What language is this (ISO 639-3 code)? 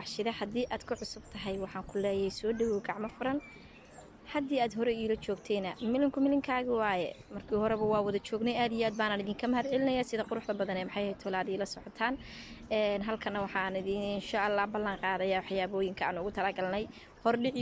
som